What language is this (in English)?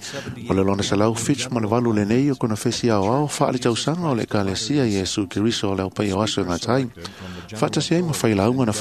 Samoan